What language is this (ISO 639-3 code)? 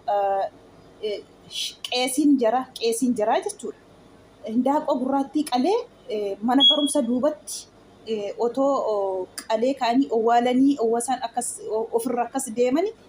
orm